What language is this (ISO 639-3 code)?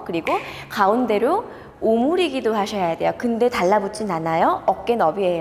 kor